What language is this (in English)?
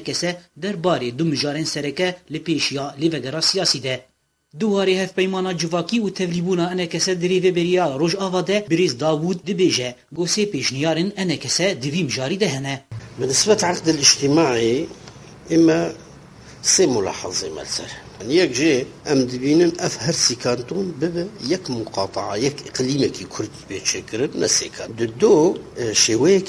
Kurdish